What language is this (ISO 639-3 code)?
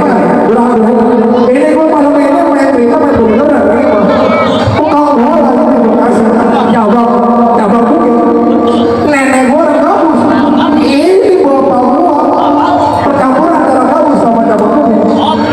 bew